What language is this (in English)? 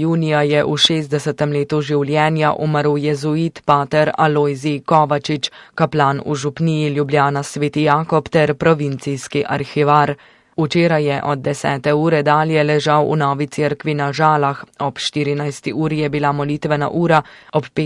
Slovenian